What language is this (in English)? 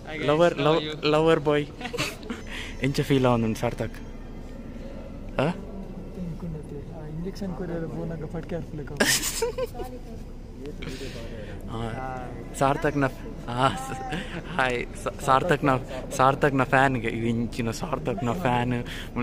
Tulu